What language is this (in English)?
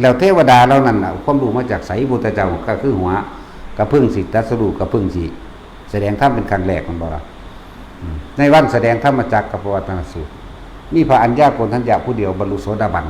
Northeastern Thai